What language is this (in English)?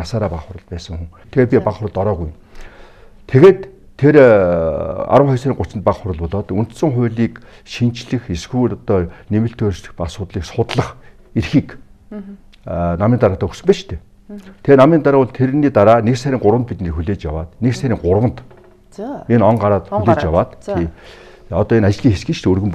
Mongolian